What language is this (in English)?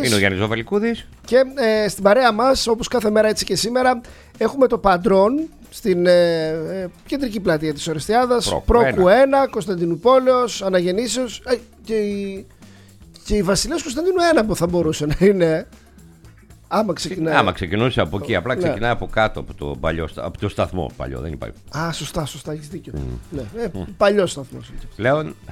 Greek